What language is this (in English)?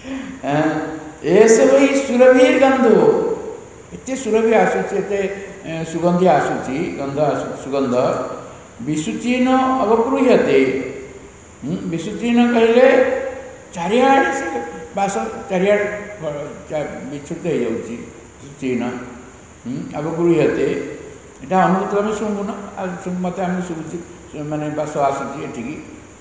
Odia